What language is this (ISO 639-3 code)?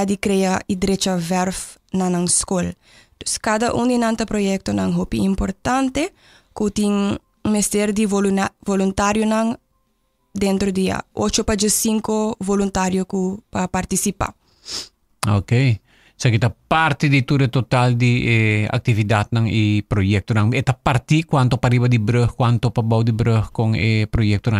pap